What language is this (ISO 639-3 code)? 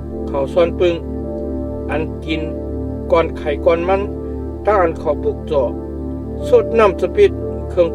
shn